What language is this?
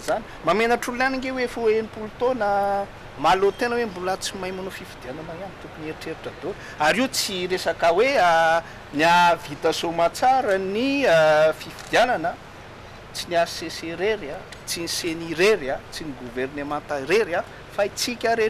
Malagasy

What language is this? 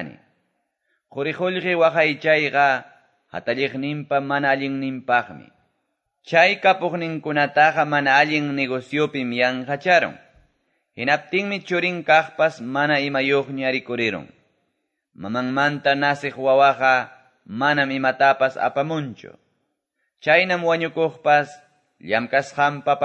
Quechua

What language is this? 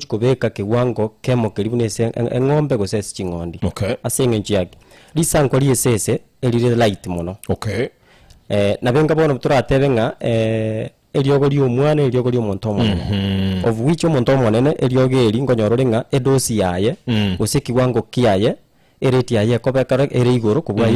Gusii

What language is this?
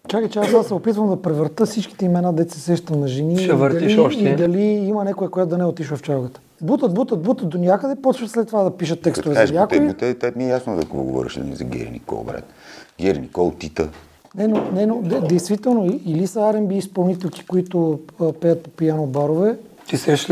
Bulgarian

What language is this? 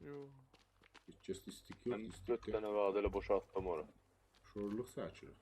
South Azerbaijani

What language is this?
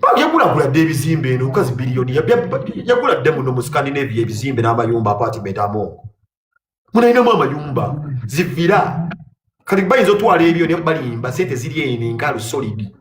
Ganda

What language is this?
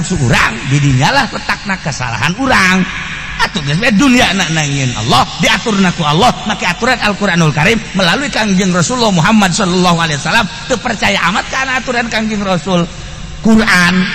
Sundanese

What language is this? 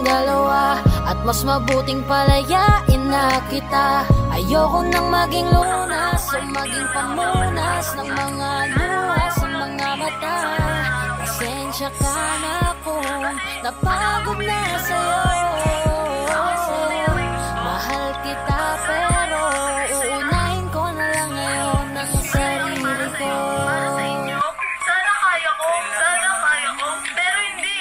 Filipino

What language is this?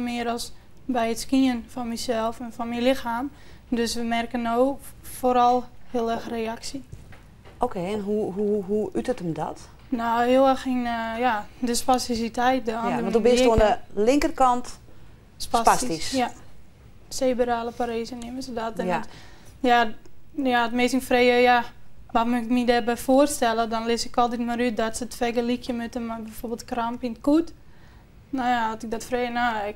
Western Frisian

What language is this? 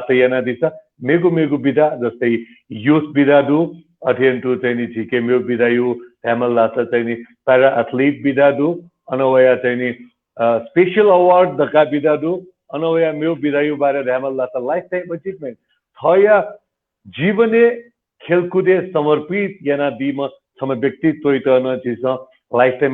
Newari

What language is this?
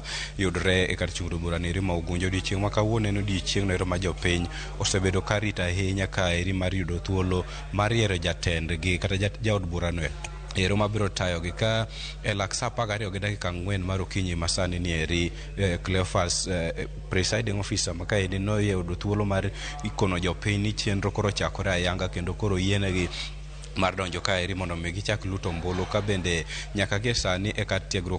Luo (Kenya and Tanzania)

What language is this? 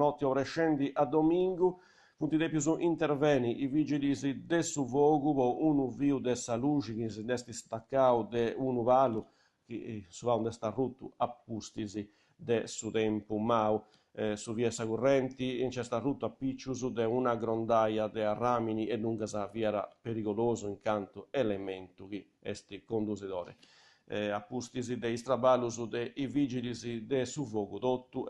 Sardinian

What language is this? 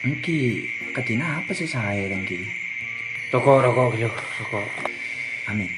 Madurese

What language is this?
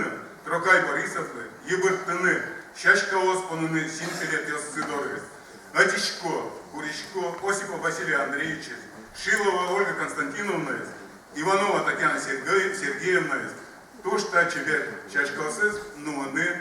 Udmurt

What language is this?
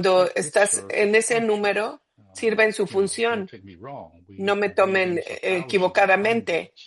Spanish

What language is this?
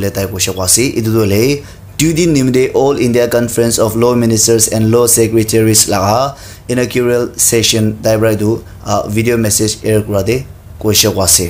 Naga Pidgin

